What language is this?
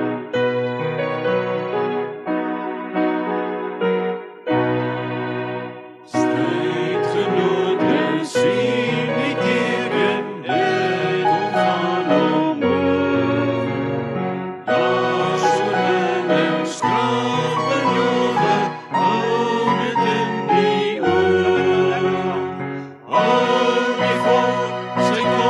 Afrikaans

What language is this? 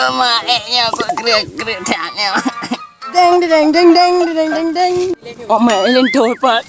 Achinese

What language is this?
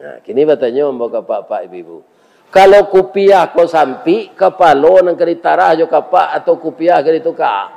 Minangkabau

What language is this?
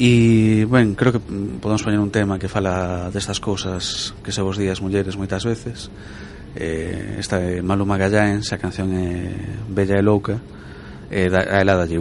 Galician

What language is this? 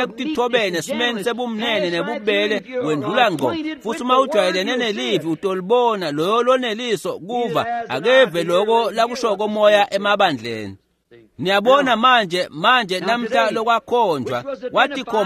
Swati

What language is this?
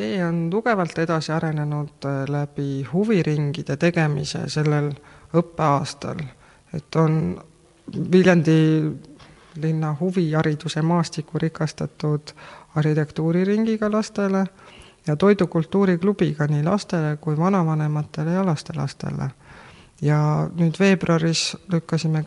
Estonian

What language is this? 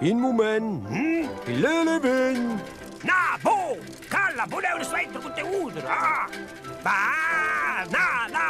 Romansh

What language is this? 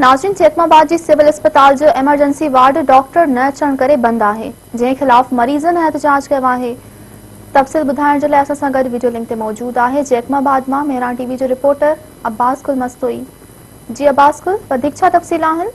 Sindhi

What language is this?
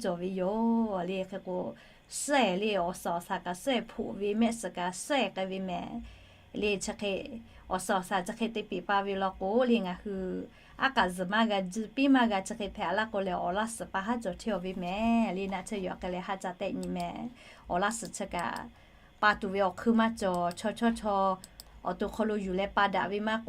Lahu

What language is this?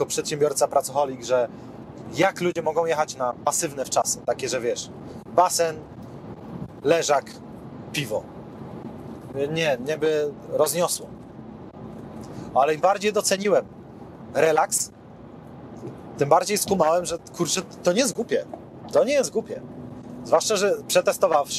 Polish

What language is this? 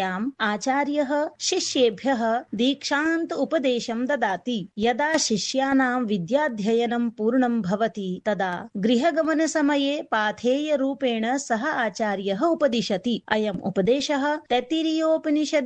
Sanskrit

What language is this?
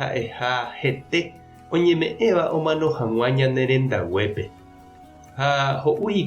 Guarani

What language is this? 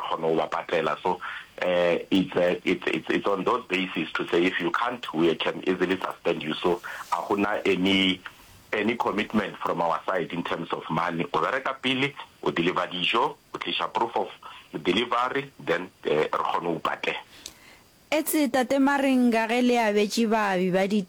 Northern Sotho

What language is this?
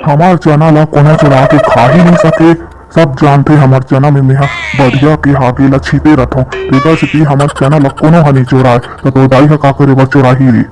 Chhattisgarhi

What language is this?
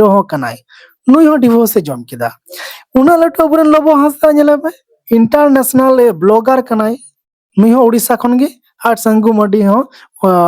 Santali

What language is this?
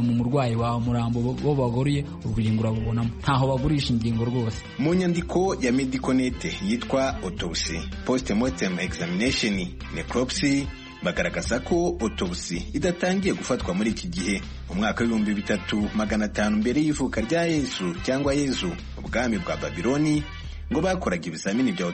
Kinyarwanda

